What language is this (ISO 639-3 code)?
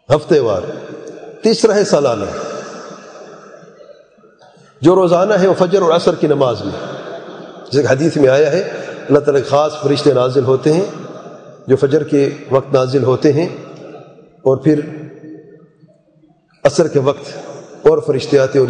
urd